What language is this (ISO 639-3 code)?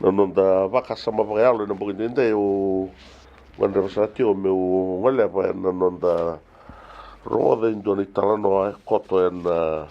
fij